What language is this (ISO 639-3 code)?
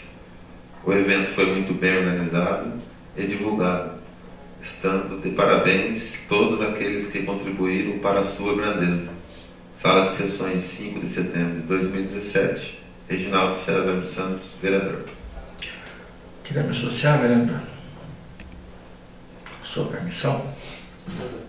por